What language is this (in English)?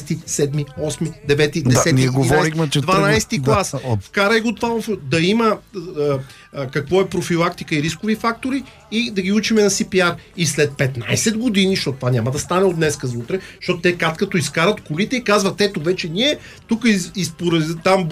Bulgarian